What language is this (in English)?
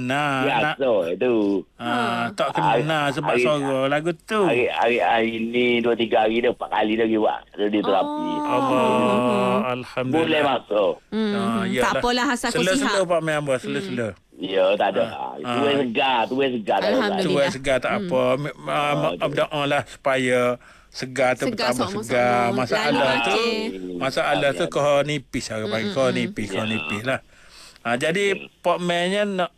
Malay